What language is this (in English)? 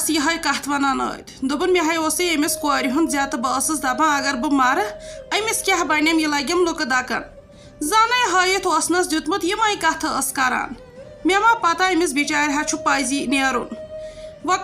Kashmiri